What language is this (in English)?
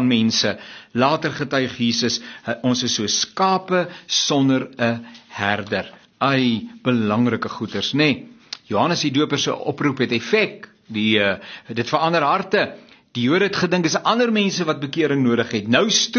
Afrikaans